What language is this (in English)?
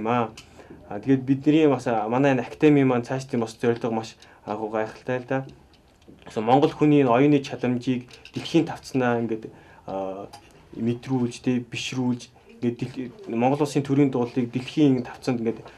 Mongolian